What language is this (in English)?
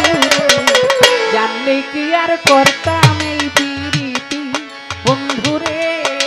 Bangla